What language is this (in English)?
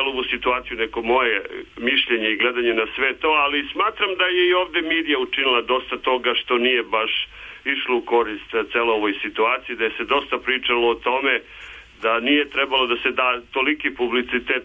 Serbian